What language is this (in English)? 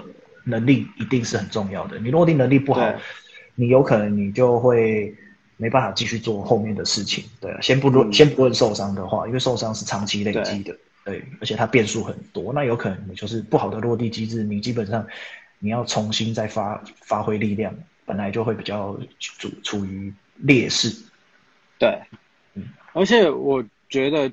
Chinese